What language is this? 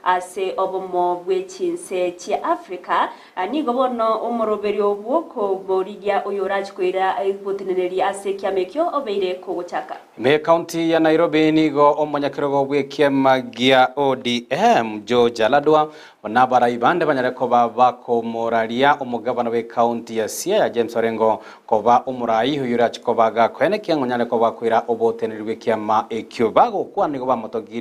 Gusii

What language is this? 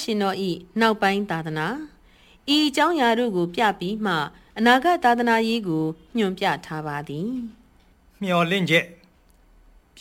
Burmese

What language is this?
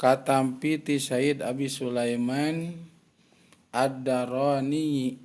Sundanese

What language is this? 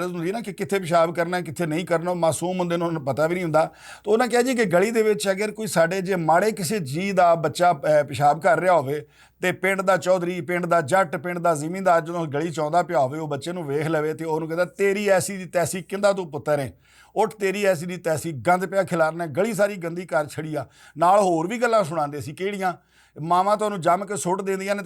Western Panjabi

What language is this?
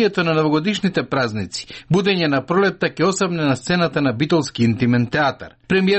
Macedonian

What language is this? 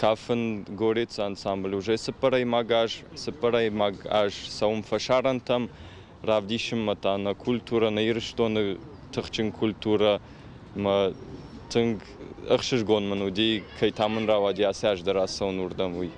Ossetic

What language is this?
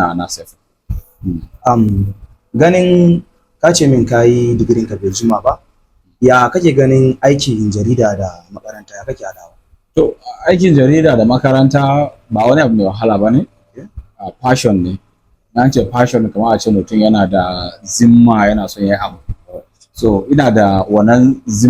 Hausa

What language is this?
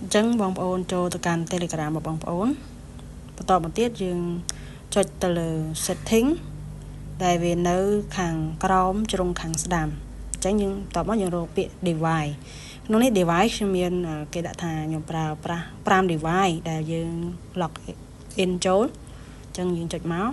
Khmer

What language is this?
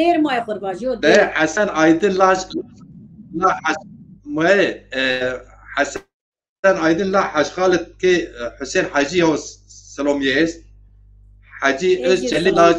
Zaza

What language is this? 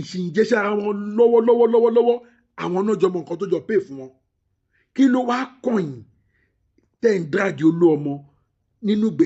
Yoruba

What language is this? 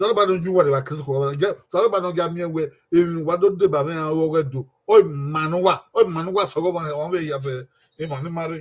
Bini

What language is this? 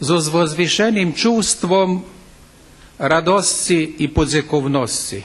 Rusyn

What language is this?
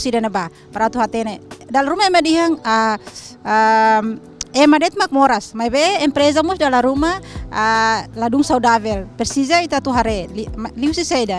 Tetum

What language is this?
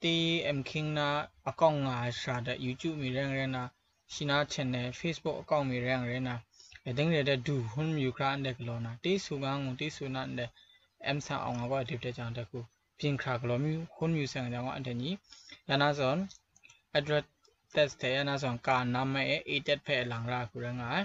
Kachin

